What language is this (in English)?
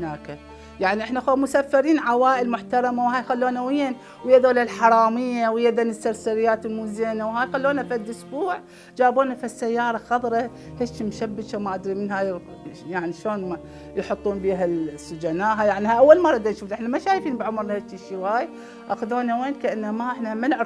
Mesopotamian Arabic